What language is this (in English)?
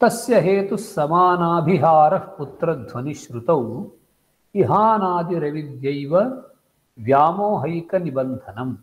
Sanskrit